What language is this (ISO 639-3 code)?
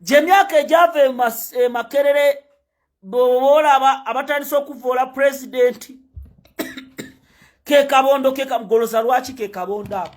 lug